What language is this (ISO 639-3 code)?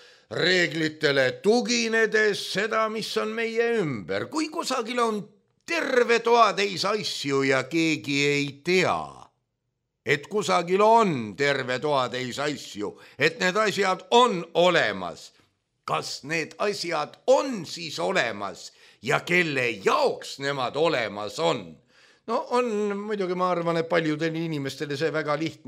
est